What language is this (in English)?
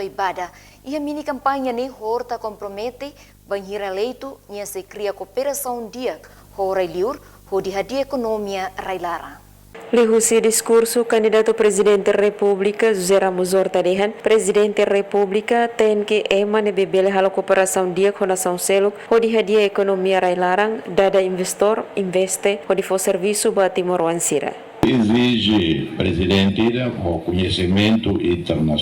Tetum